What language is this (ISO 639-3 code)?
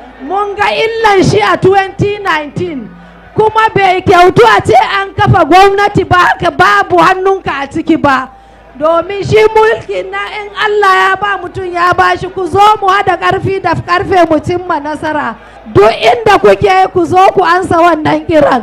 hau